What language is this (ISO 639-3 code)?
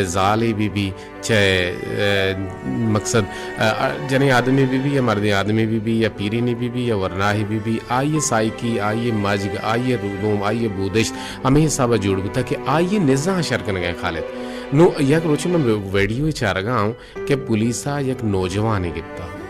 bal